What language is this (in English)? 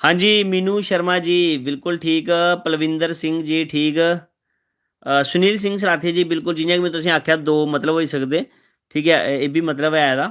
Dogri